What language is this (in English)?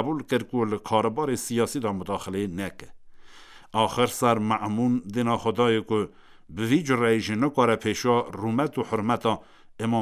Kurdish